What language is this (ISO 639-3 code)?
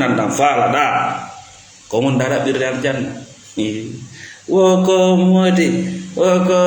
ful